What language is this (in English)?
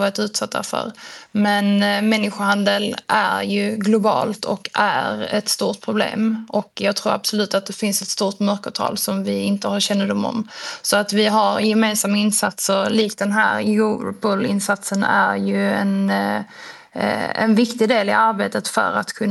Swedish